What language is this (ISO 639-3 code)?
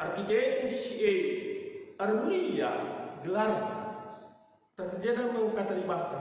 btx